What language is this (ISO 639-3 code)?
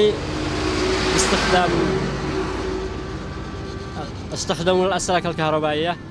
ara